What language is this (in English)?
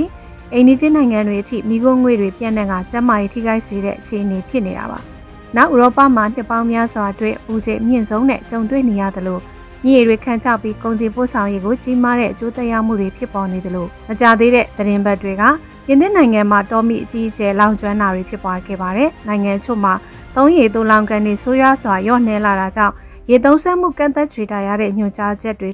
Burmese